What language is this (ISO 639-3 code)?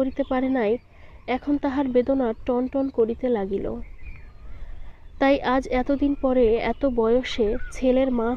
ben